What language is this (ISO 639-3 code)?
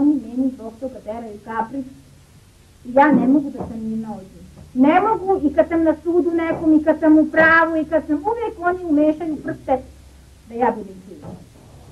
srp